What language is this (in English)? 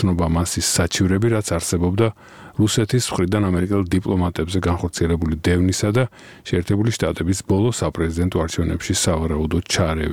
Georgian